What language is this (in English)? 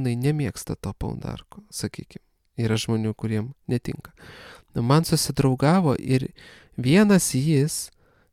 Lithuanian